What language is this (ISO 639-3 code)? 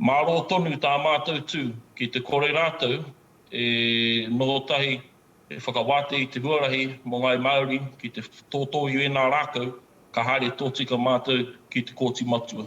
mri